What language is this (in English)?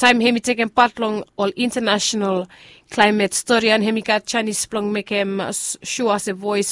Bislama